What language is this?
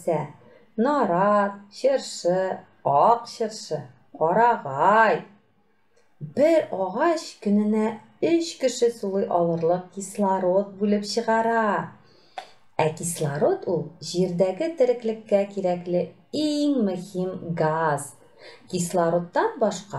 Tatar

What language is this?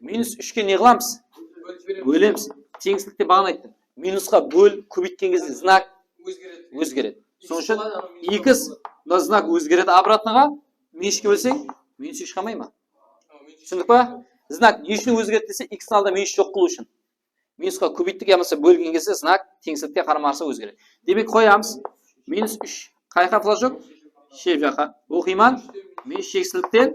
Kara-Kalpak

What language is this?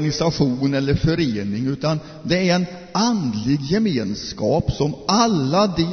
Swedish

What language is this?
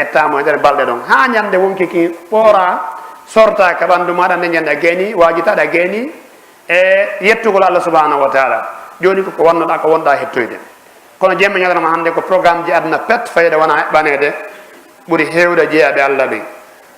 Fula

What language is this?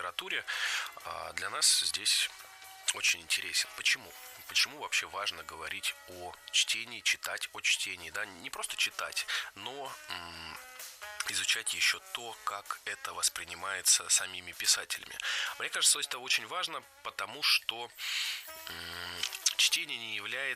Russian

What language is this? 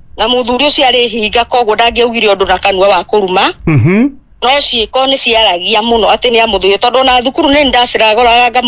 Kikuyu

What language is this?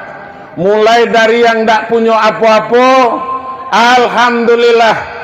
Minangkabau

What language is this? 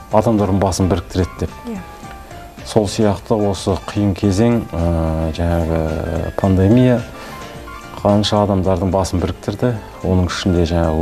Kazakh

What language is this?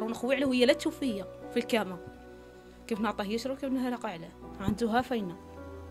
Moroccan Arabic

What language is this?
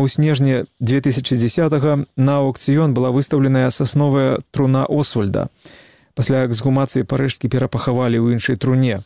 Belarusian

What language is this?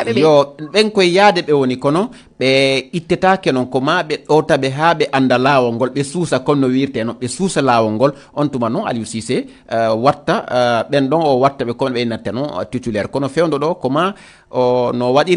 Fula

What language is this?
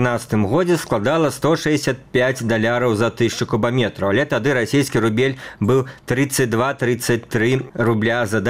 Belarusian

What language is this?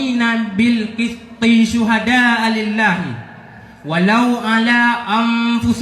Achinese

